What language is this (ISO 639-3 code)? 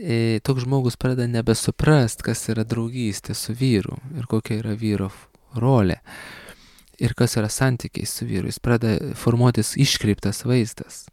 lit